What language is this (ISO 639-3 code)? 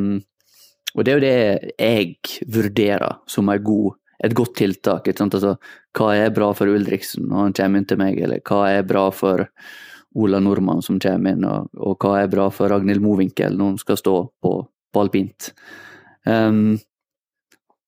nor